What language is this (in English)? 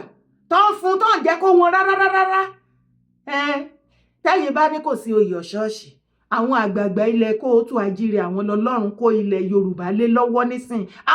Yoruba